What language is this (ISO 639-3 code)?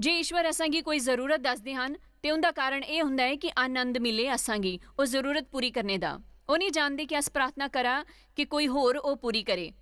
doi